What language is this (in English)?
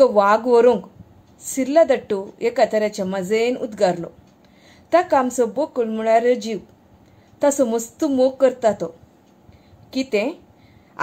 Konkani